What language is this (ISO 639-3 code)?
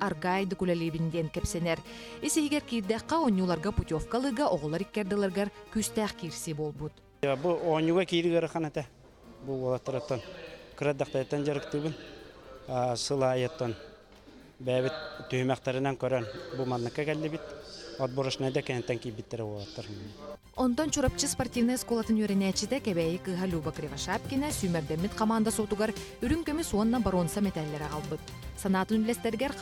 sah